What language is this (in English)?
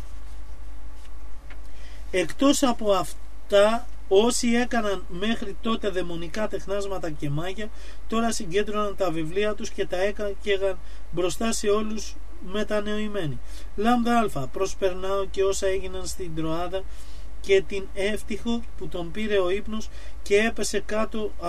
Greek